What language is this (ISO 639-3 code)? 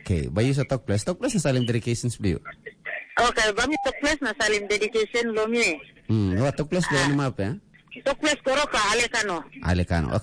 tpi